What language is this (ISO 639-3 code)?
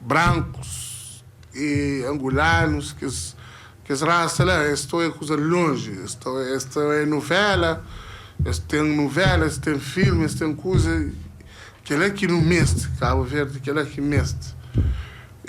kea